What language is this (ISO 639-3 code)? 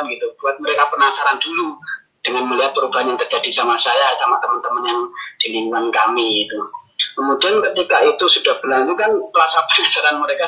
ind